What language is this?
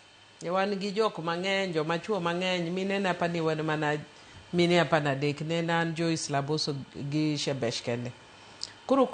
Luo (Kenya and Tanzania)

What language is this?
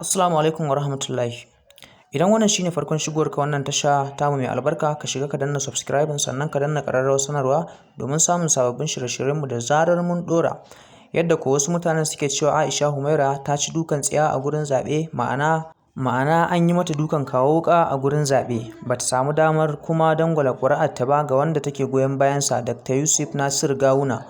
Hausa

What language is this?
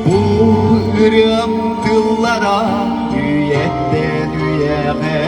Yakut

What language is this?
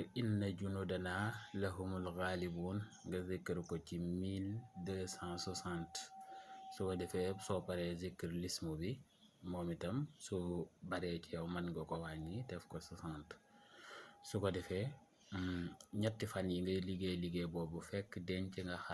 Wolof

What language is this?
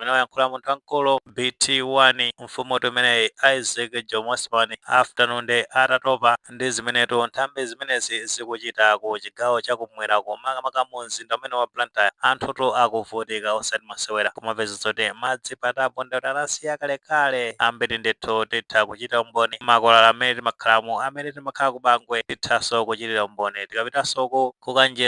Nyanja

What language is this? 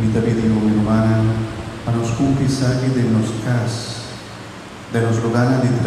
Papiamento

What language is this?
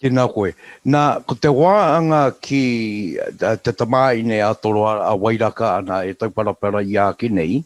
Māori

